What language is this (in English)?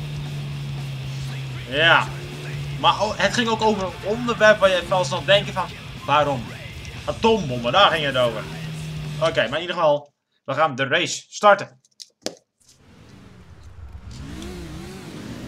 Dutch